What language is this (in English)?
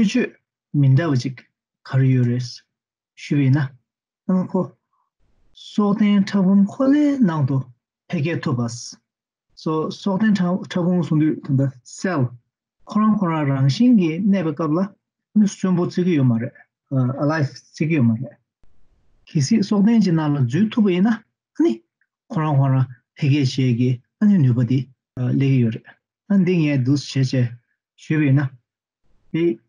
Tibetan